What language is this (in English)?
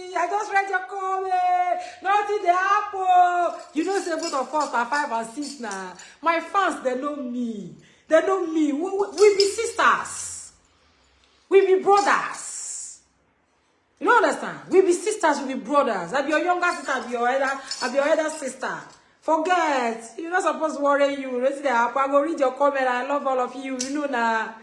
Nigerian Pidgin